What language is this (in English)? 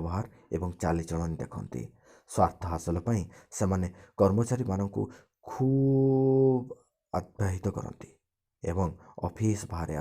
Odia